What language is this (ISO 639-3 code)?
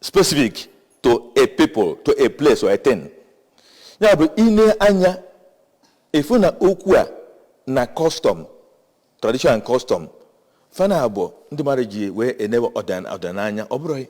ibo